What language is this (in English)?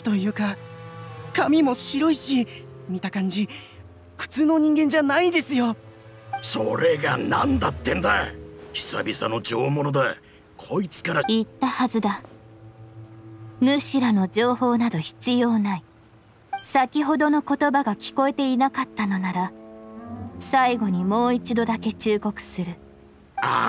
Japanese